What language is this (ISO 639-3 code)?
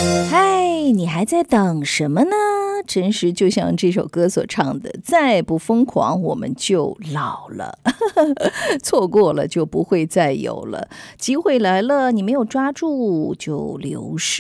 zho